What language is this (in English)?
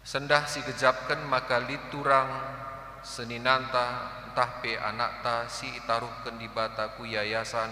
Batak Karo